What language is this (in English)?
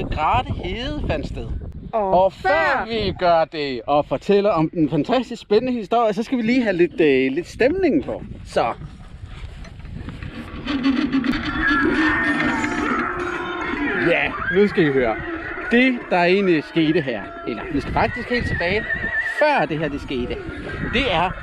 Danish